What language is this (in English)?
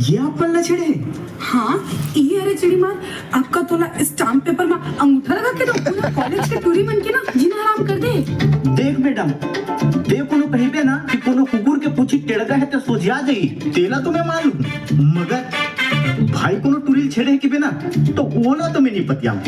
Chhattisgarhi